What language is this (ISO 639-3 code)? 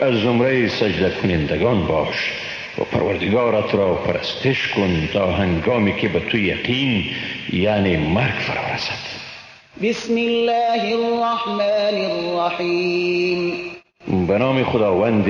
fas